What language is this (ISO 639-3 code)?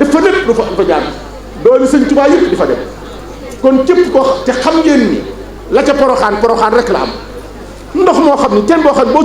wol